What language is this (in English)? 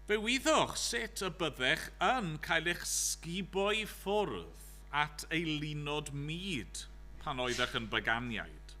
Welsh